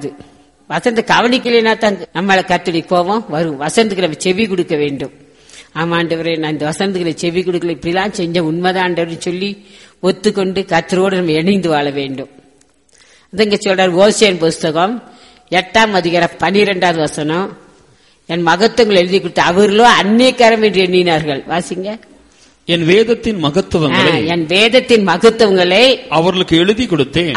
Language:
Tamil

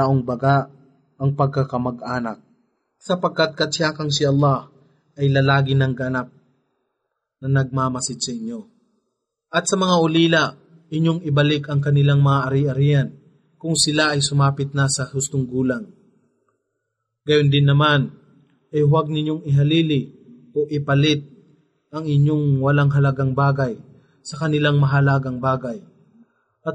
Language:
Filipino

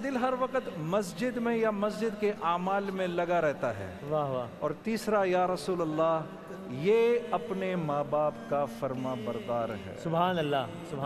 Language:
Urdu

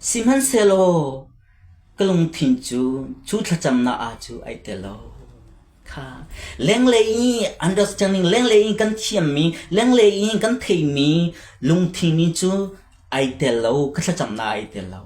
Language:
Hakha Chin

